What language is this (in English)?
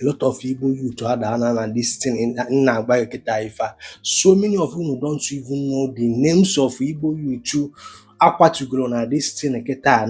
Igbo